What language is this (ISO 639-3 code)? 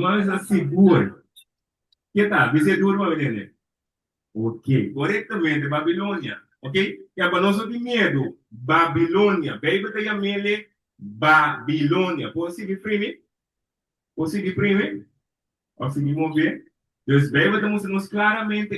pap